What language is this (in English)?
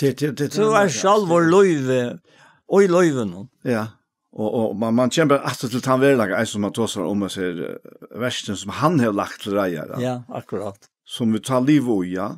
Faroese